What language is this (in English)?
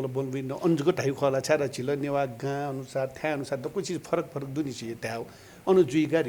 Newari